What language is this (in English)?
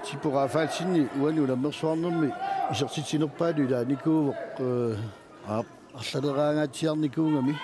Kalaallisut